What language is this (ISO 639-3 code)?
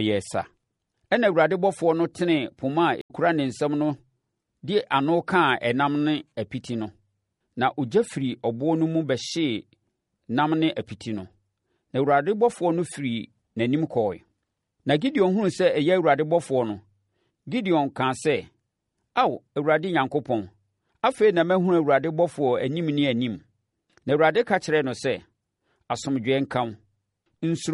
aka